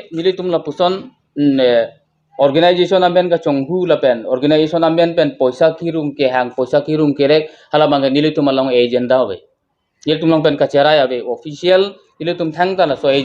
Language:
Karbi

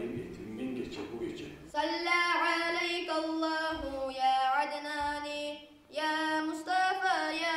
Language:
Kumyk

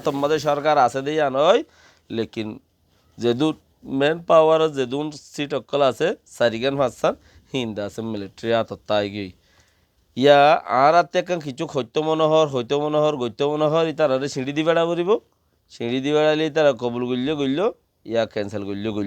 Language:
Rohingya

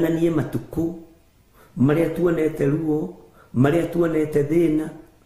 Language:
Kikuyu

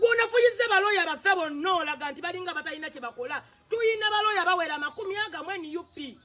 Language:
Ganda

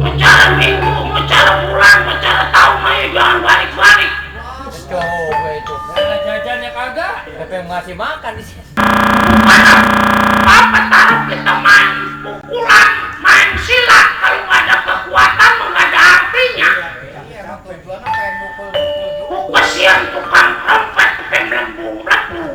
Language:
Betawi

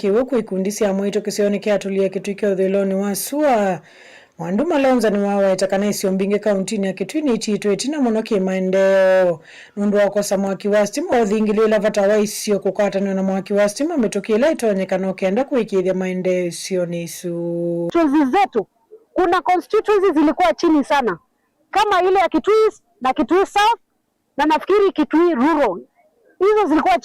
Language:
Kamba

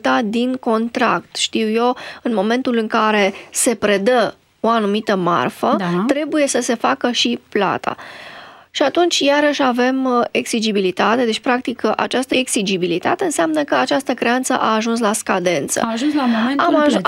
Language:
Romanian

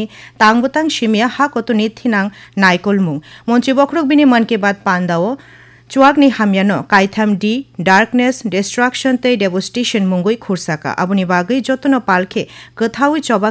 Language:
Kok Borok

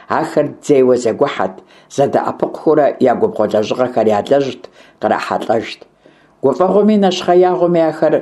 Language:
Kabardian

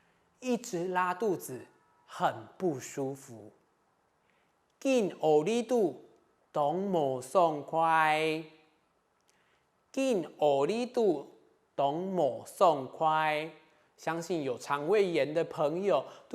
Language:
Hakka Chinese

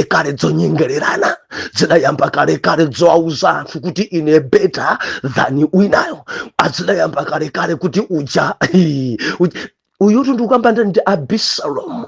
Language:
Nyanja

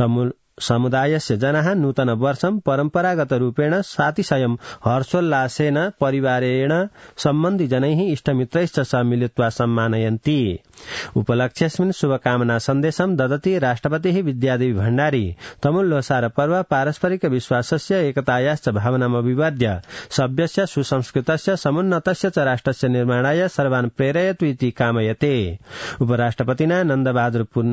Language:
Sanskrit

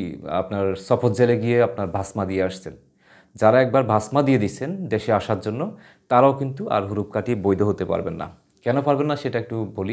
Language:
Bangla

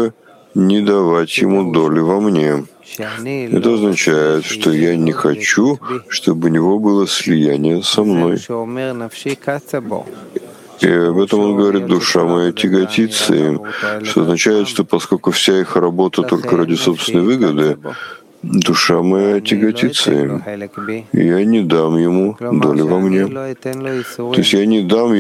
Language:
Russian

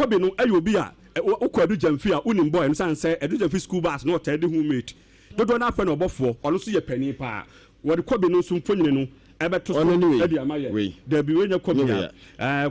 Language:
Akan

